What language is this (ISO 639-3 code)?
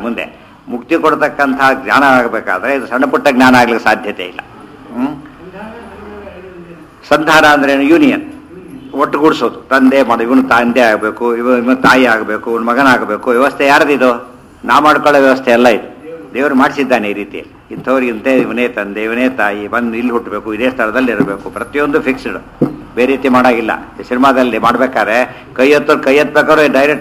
kan